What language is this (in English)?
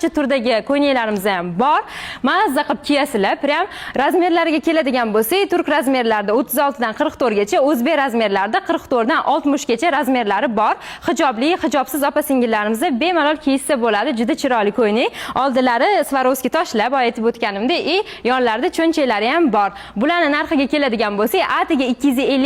Uzbek